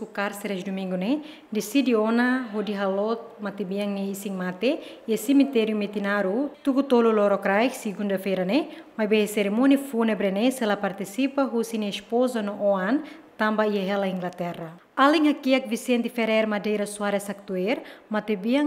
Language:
Tetum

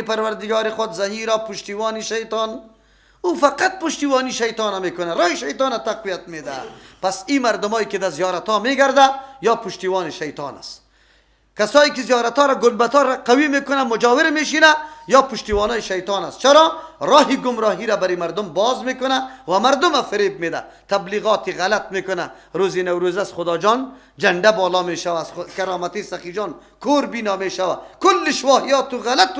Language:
Persian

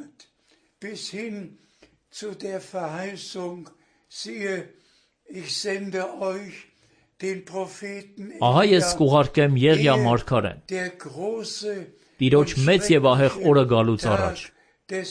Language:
Armenian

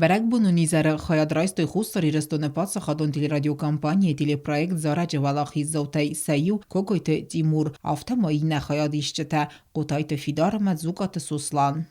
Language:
Ossetic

